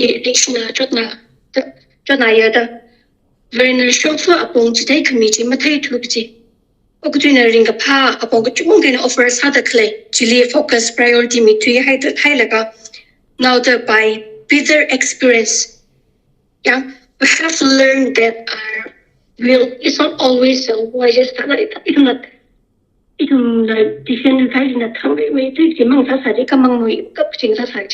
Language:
Tangkhul Naga (India)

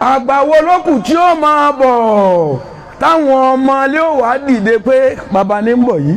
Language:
Yoruba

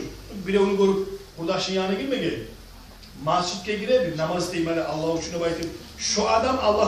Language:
Kumyk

